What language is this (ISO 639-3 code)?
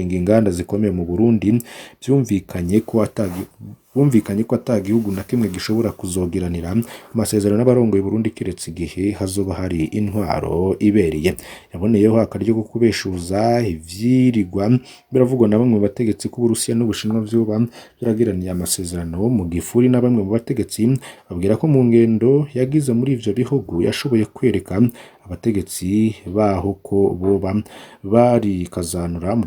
run